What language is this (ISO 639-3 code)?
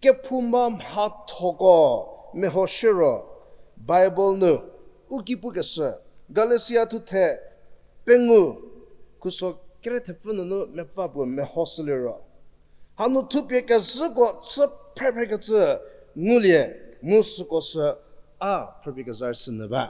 njm